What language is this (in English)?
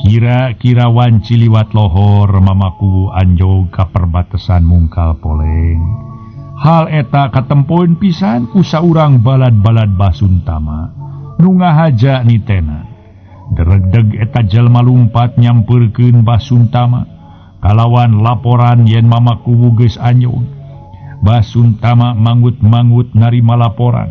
Sundanese